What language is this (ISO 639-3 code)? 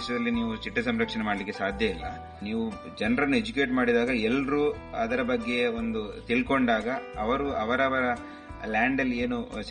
kan